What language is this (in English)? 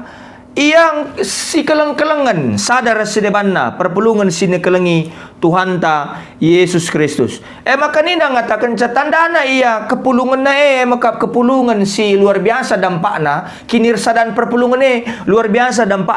Batak Karo